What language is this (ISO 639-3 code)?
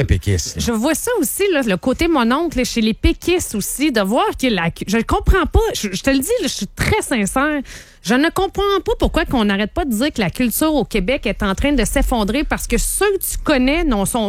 fra